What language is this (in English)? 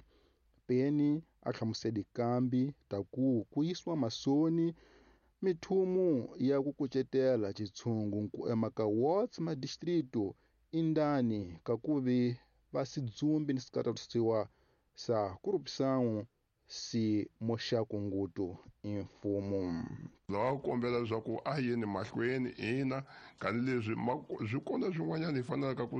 Tsonga